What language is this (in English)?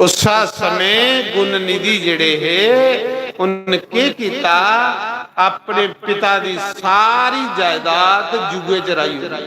Dogri